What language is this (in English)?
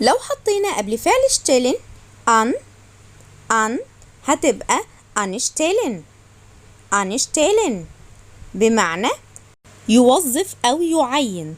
Egyptian Arabic